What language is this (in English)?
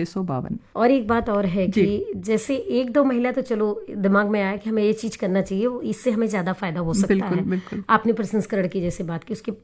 Hindi